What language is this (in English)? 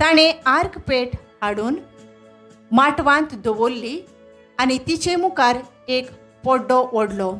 Konkani